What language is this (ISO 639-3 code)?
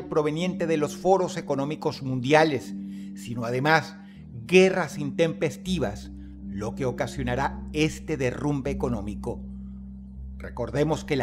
spa